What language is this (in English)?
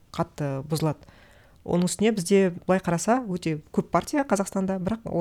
Kazakh